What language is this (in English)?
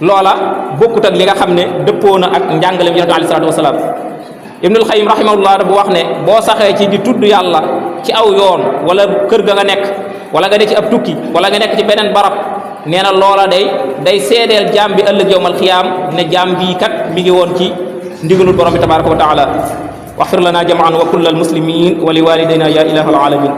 Wolof